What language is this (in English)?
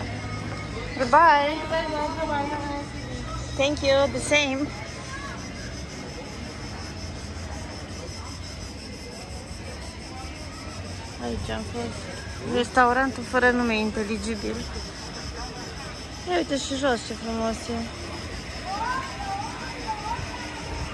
Romanian